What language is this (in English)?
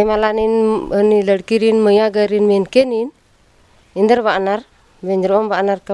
Kurukh